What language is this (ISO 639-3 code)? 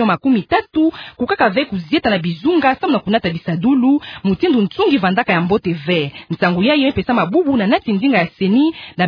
ktu